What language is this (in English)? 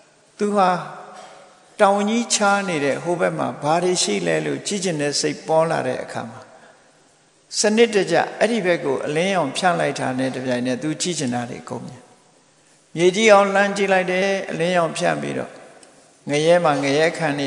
Burmese